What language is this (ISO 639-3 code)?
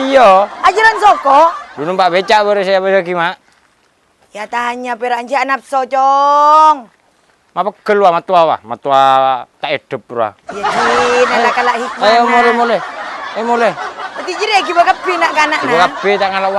mad